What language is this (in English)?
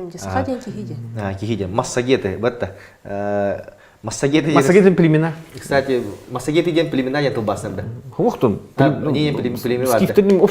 Yakut